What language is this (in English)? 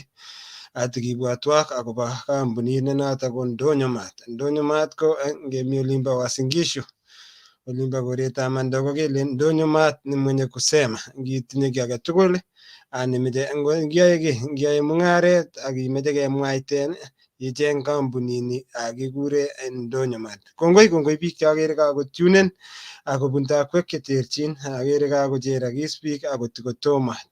Kalenjin